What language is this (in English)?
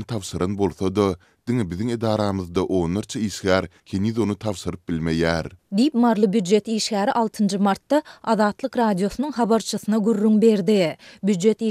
Turkmen